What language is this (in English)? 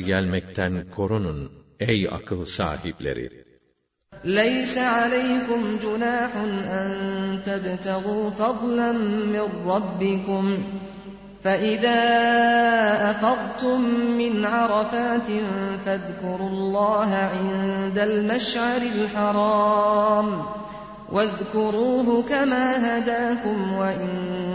Turkish